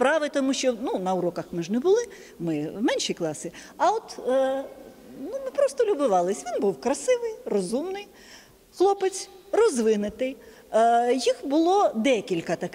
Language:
Ukrainian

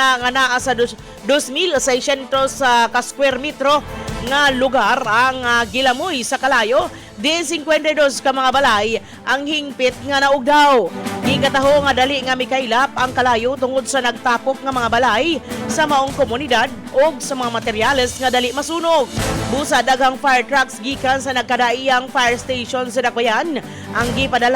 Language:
Cebuano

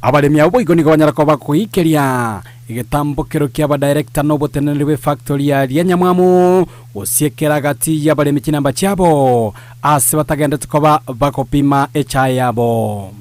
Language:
Gusii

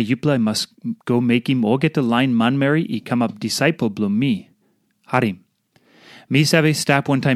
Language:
Tok Pisin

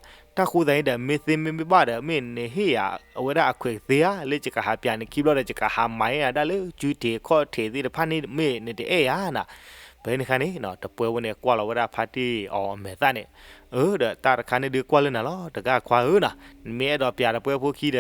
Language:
S'gaw Karen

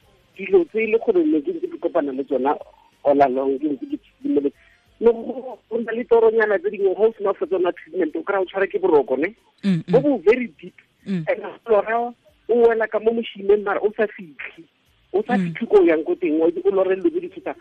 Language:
Tswana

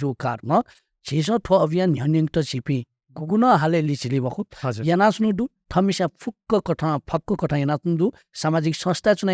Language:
Newari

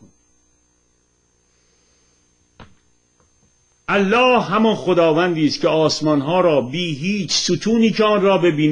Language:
Persian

